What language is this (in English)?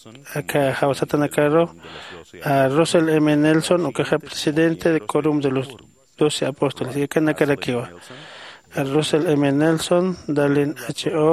Aymara